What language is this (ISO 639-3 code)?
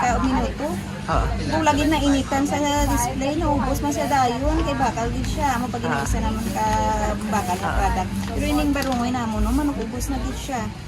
hil